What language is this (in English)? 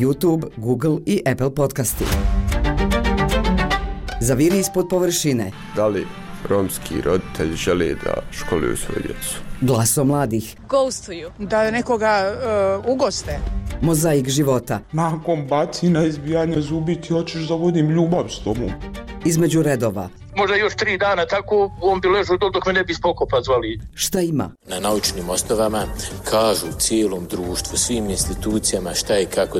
Bosnian